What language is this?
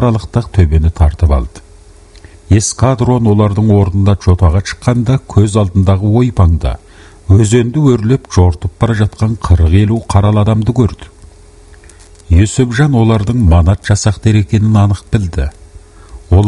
Kazakh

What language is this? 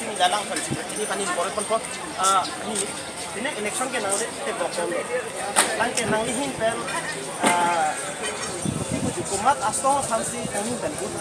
Karbi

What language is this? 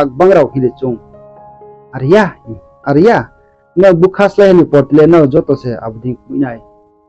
Riang (India)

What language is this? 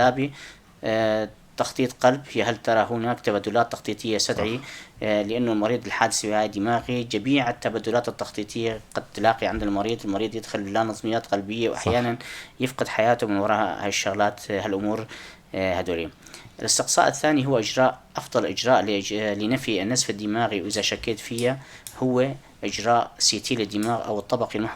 North Levantine Arabic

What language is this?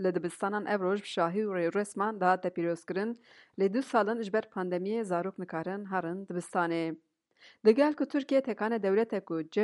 Kurdish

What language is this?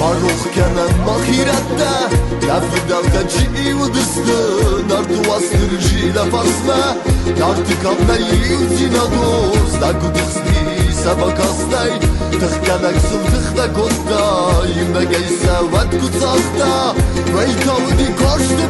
Ossetic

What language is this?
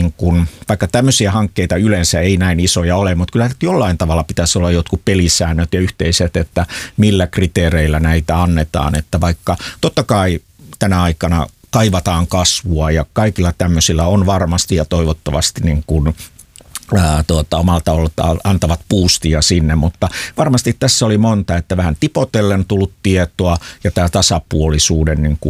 Finnish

